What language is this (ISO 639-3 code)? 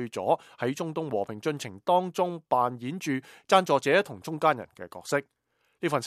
yue